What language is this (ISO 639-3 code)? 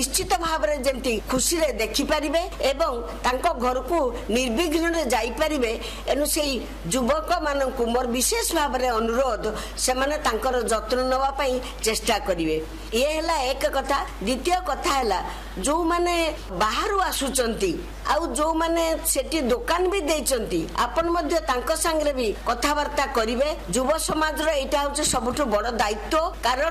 ori